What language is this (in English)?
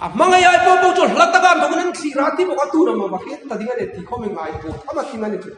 Hmar